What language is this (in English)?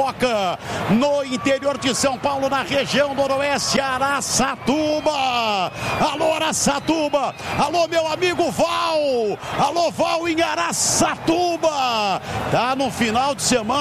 Portuguese